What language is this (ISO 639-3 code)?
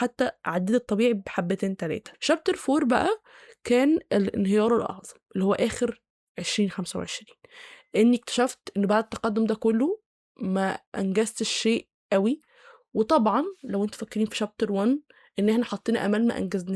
arz